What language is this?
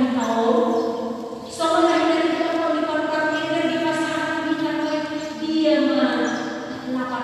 Batak Toba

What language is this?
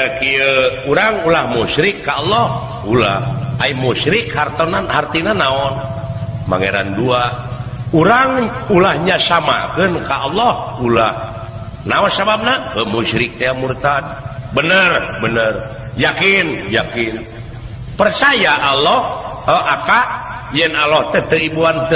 Sundanese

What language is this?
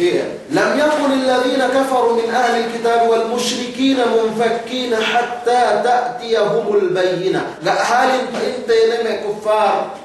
Yakan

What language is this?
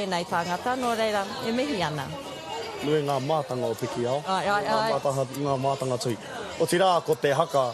Māori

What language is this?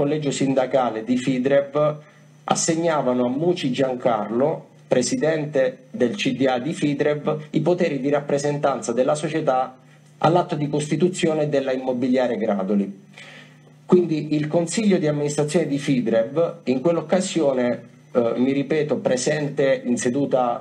Italian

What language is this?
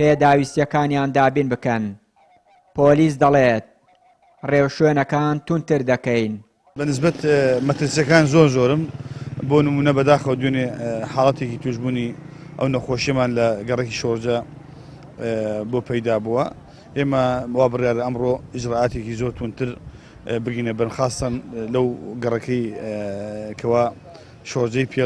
Central Kurdish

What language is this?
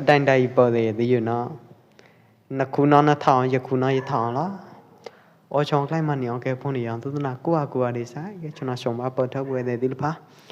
Pwo Eastern Karen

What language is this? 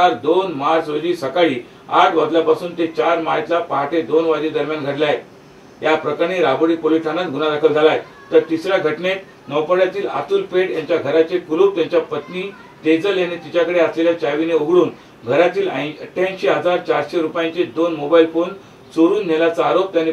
Marathi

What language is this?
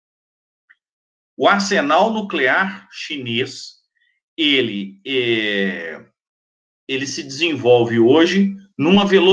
Portuguese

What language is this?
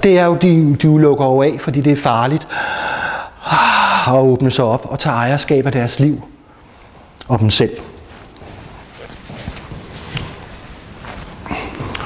Danish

